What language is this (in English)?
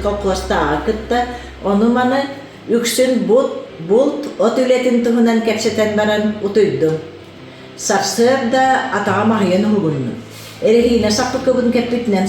Yakut